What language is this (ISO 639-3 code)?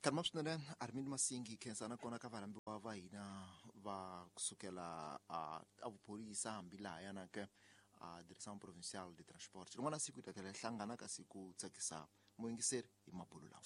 tso